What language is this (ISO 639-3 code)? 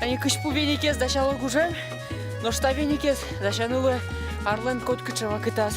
udm